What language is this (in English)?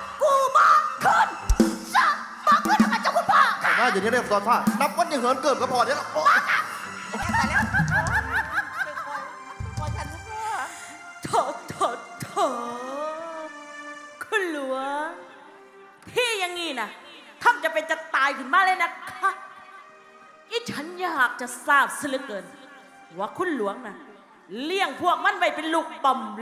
Thai